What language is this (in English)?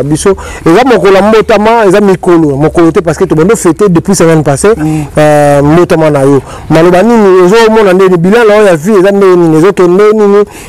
Lingala